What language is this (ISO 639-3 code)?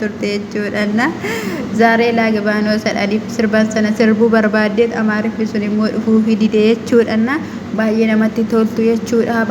orm